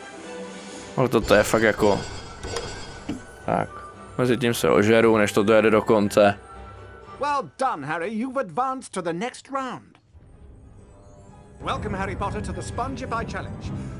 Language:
Czech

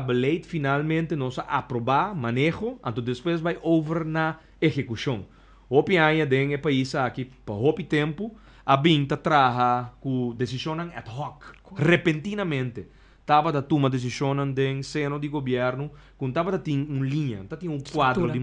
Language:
Papiamento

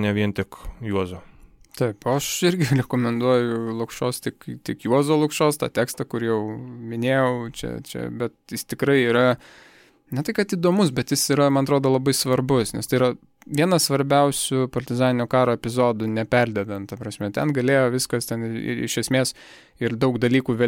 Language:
Lithuanian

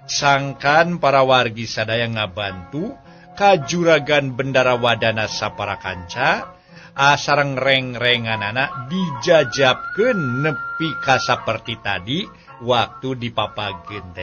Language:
Sundanese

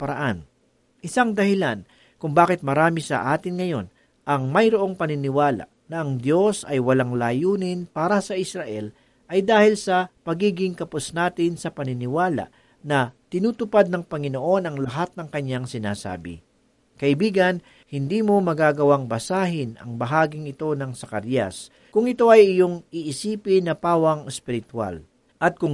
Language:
Filipino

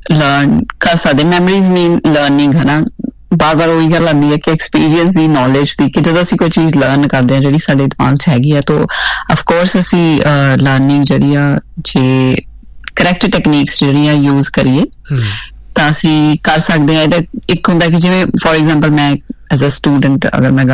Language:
Punjabi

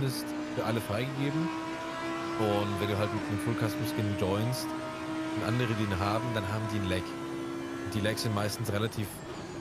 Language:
German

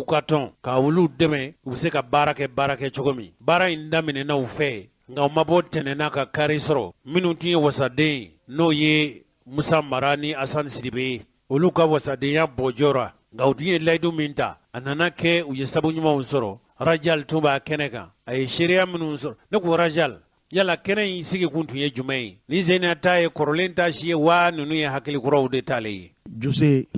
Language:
Bambara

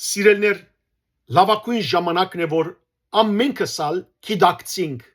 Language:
Western Armenian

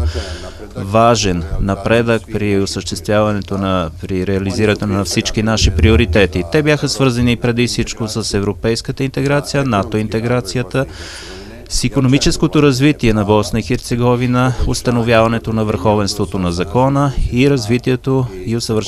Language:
Bulgarian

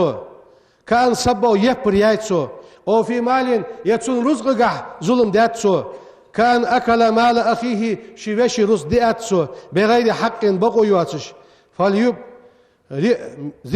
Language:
Ingush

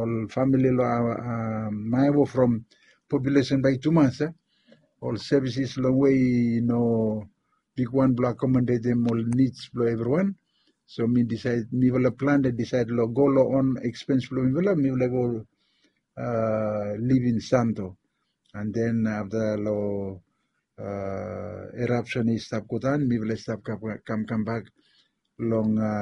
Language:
Bislama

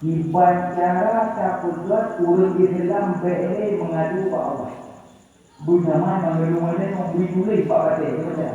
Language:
Achinese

